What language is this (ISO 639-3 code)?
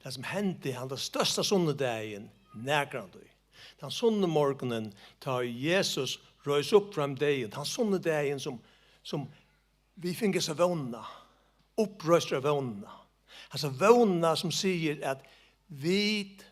fao